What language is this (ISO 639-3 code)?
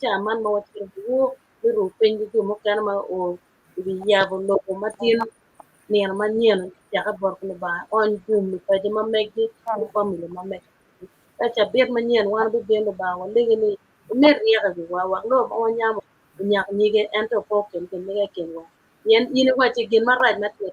ach